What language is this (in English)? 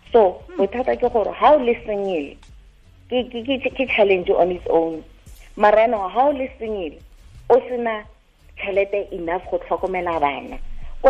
Tswana